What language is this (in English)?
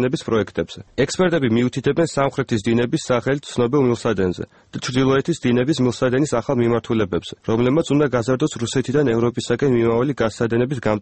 Georgian